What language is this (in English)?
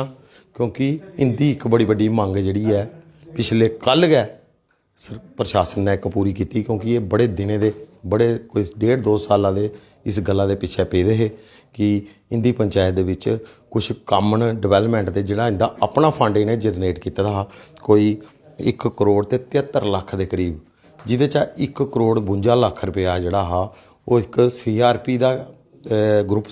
Dogri